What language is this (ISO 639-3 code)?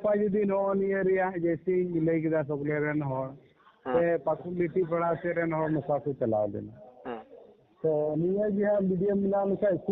sat